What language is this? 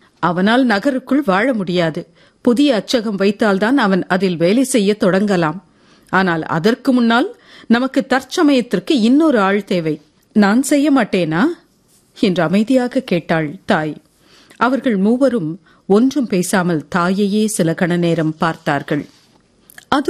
Tamil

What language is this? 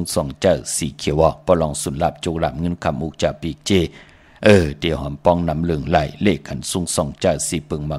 Shan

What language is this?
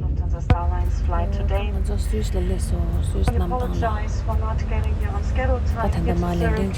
Tibetan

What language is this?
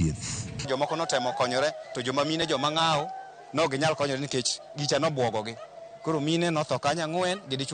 Luo (Kenya and Tanzania)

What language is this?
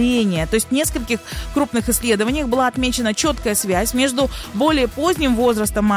Russian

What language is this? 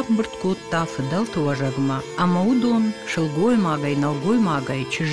Ossetic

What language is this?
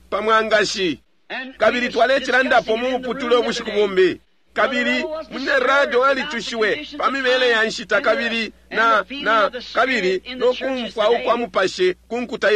Bemba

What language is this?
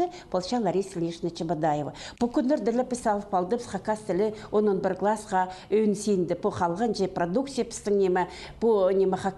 Khakas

